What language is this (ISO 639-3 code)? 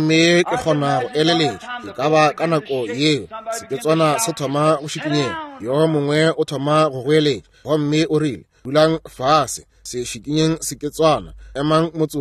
nso